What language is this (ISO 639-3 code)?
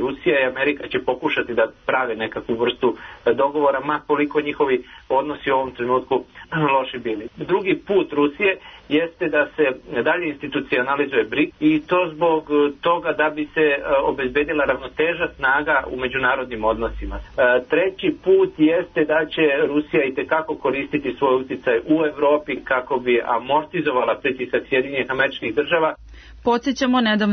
srp